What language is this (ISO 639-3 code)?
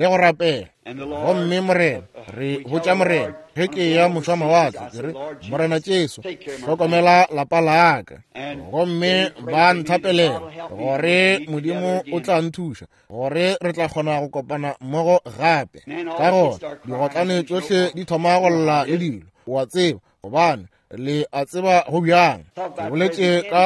nso